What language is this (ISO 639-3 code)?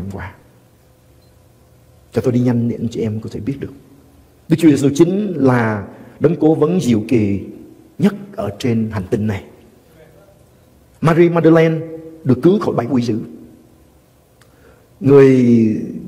vie